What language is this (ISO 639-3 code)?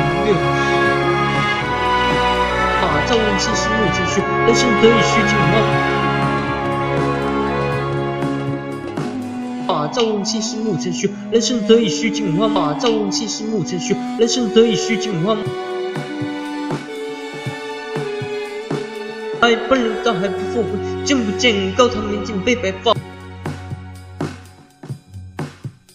zho